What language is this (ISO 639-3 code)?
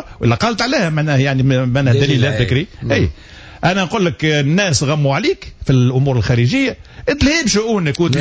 aeb